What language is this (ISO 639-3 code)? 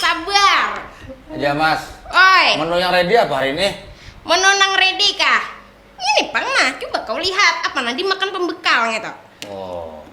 bjn